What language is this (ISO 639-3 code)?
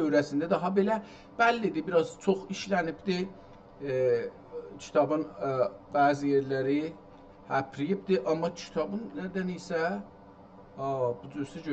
azb